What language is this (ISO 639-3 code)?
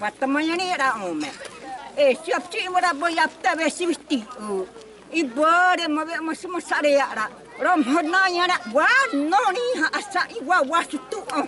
xav